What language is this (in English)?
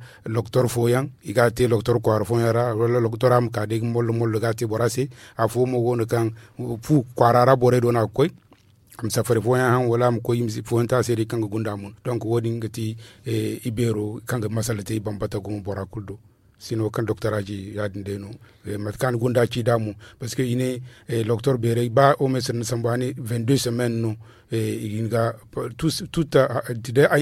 Zarma